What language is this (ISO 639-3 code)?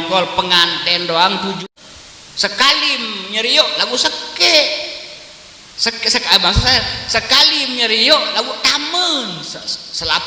sas